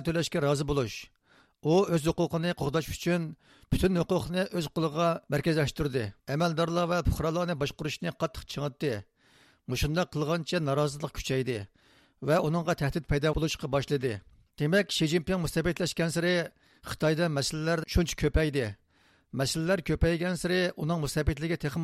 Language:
Uyghur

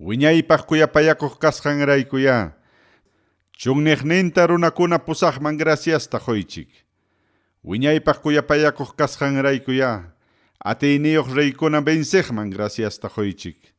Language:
Ayacucho Quechua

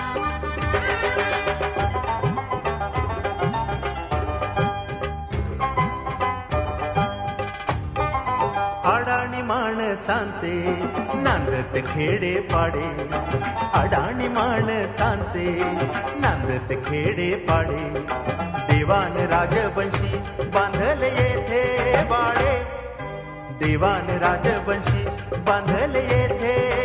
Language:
Marathi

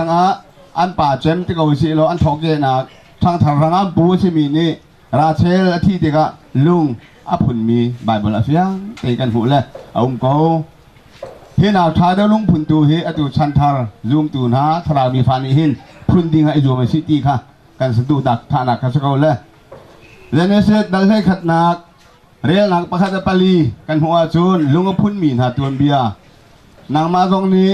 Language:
Hakha Chin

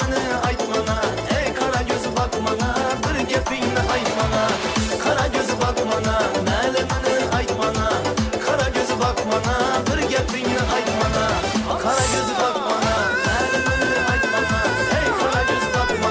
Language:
Kara-Kalpak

